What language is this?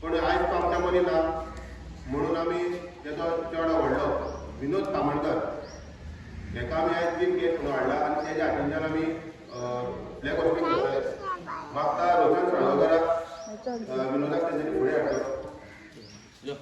Konkani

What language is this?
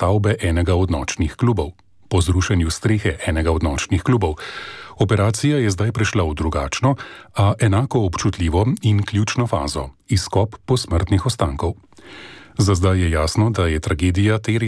Slovenian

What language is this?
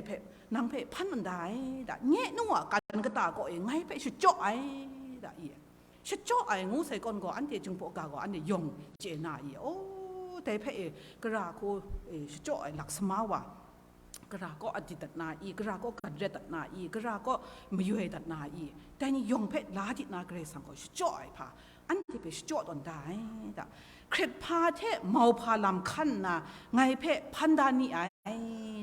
Kachin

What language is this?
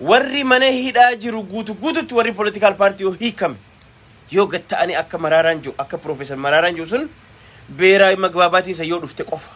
Oromo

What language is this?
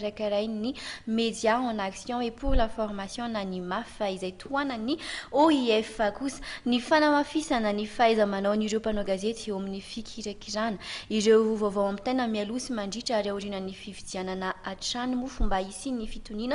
Malagasy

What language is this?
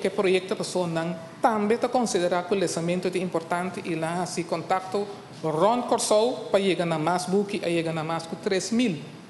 Papiamento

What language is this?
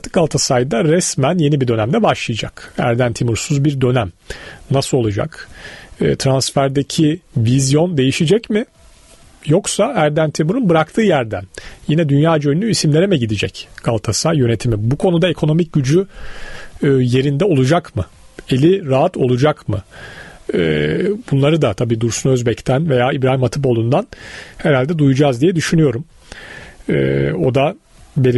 Turkish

